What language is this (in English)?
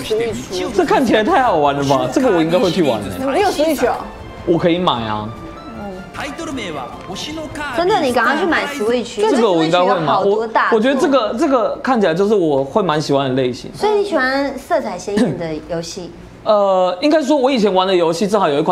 Chinese